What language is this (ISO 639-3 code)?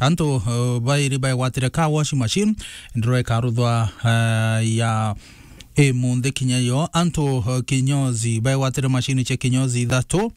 mer